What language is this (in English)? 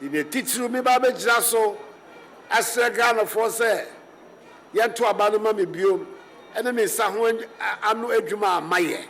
Akan